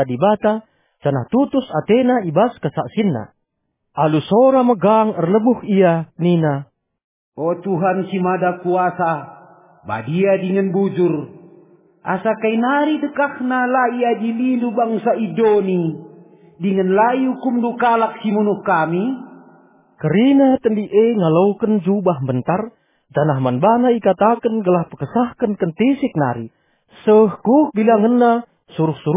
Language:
Batak Karo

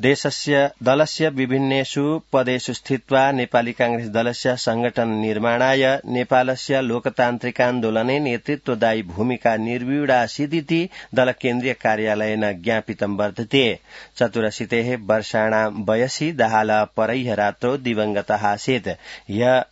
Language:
Sanskrit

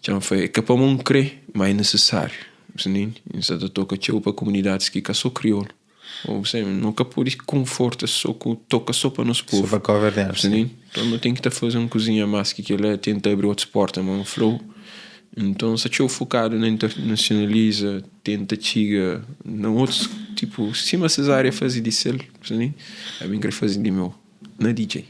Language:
Kabuverdianu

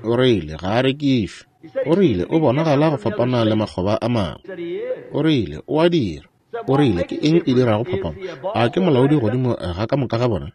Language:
Northern Sotho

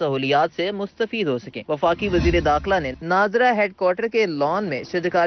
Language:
Urdu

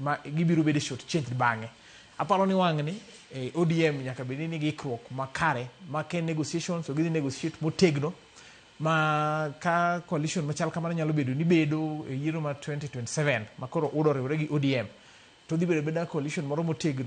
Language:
Luo (Kenya and Tanzania)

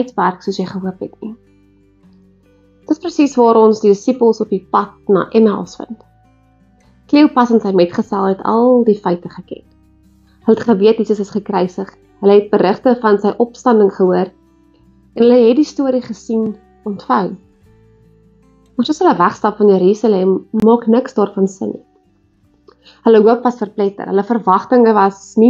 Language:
Afrikaans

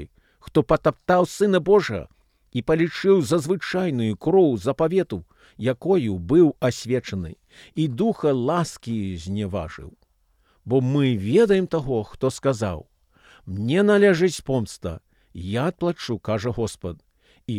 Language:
Belarusian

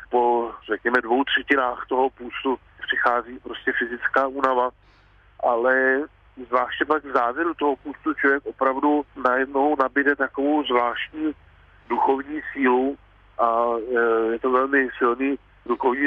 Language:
Czech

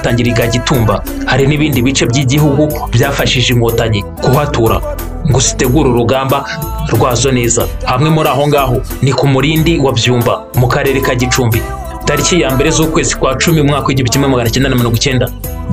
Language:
Kinyarwanda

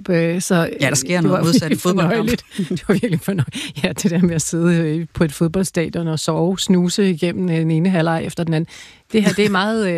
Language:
Danish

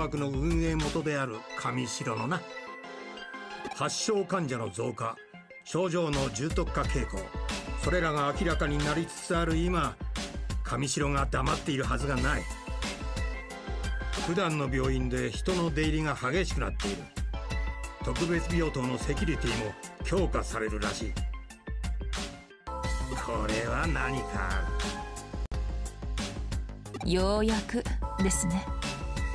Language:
Japanese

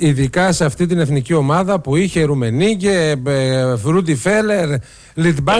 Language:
Greek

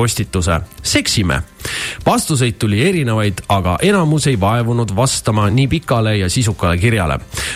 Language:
Estonian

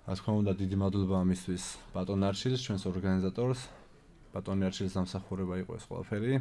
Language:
Georgian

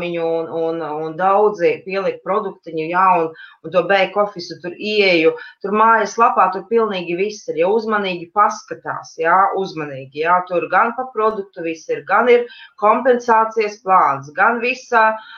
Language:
Latvian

